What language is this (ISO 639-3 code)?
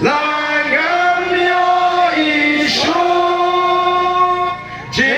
kha